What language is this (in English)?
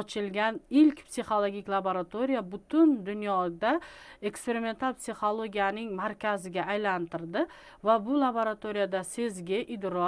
Uzbek